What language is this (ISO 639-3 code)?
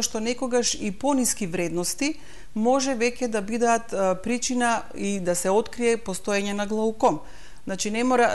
mkd